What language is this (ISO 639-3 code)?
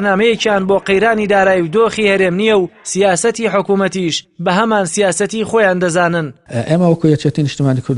ckb